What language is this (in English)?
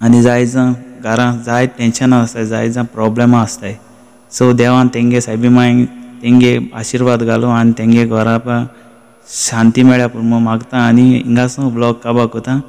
Konkani